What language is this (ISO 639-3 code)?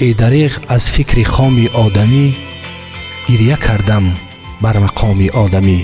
tgk